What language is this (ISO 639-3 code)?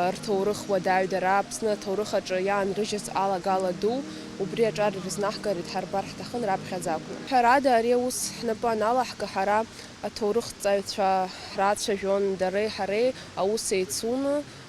abk